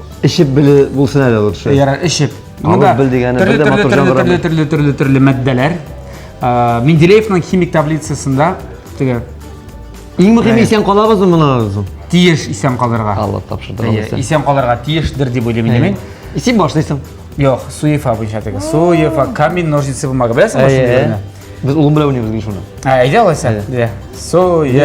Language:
Tatar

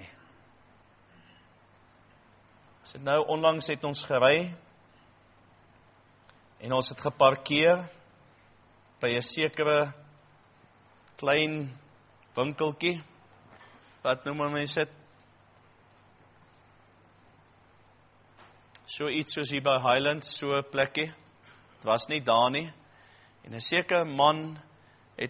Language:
Afrikaans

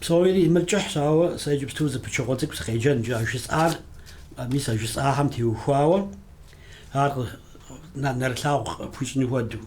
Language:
Kabardian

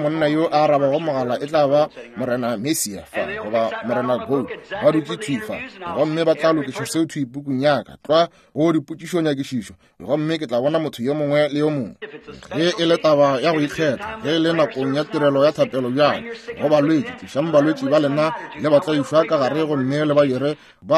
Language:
Northern Sotho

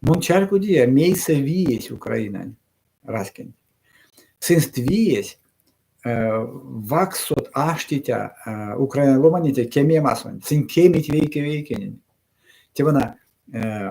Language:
Erzya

